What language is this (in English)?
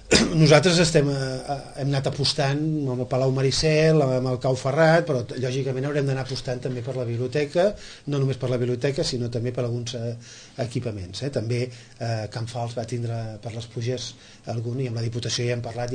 Catalan